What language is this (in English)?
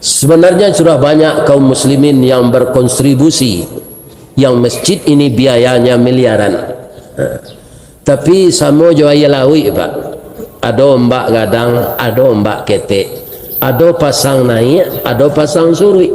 Minangkabau